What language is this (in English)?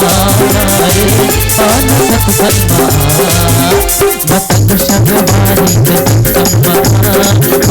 Chhattisgarhi